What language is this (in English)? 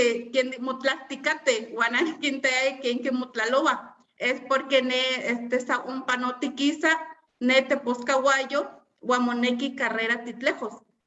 Eastern Huasteca Nahuatl